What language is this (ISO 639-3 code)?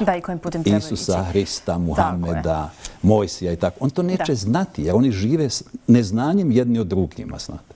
bos